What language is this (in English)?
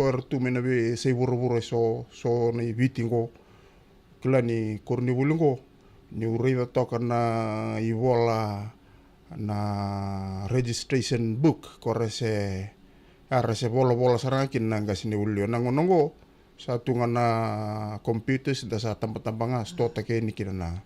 Fijian